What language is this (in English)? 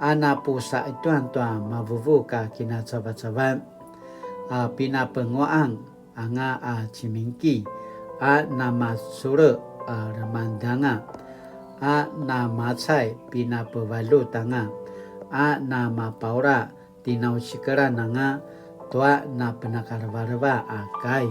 Paiwan